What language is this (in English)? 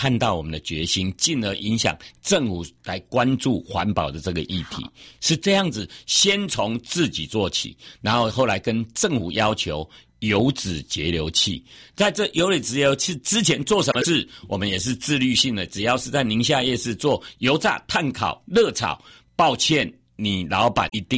Chinese